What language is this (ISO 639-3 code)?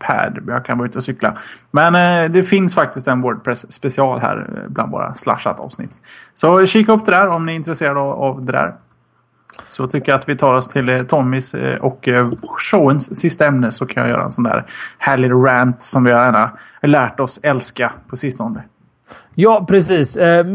swe